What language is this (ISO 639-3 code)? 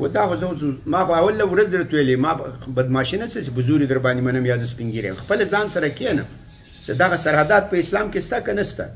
pus